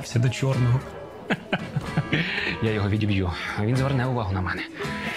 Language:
Ukrainian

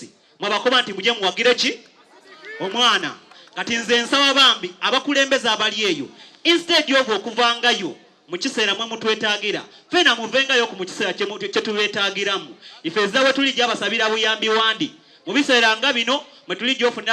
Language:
Soga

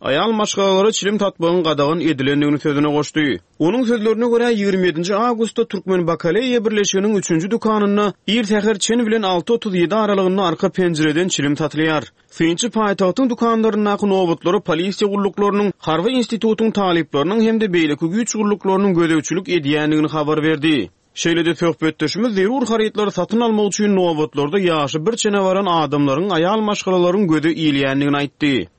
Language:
Turkmen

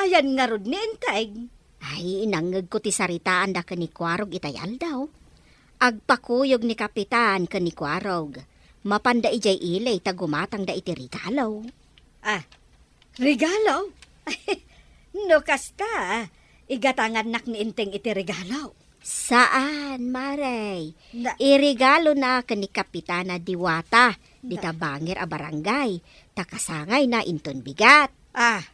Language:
Iloko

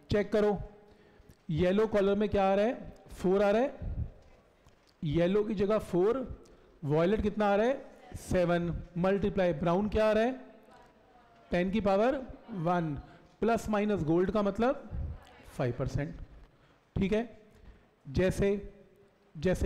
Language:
Hindi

